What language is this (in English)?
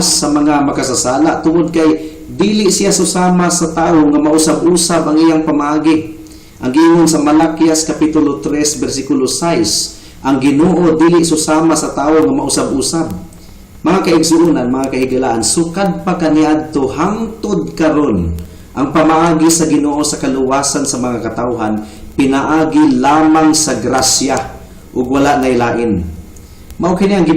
Cebuano